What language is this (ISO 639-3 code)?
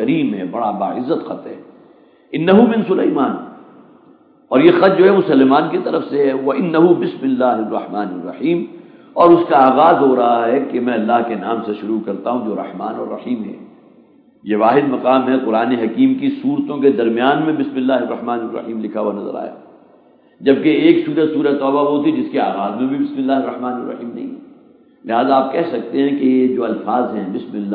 urd